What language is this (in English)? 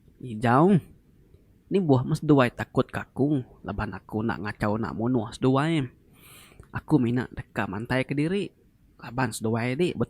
Iban